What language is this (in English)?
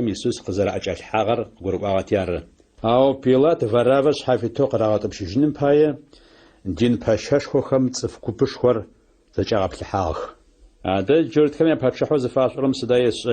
Adyghe